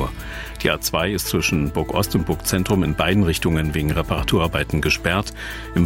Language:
German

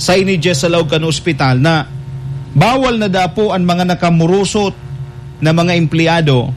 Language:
Bikol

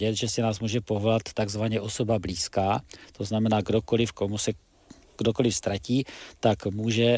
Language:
Czech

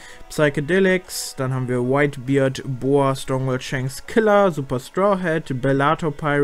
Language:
German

